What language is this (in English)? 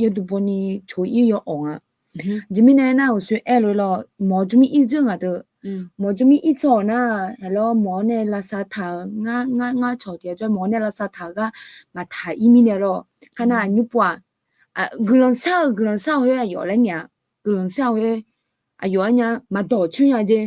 Akha